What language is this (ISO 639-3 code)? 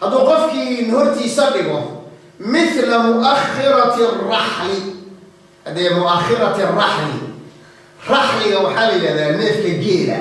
som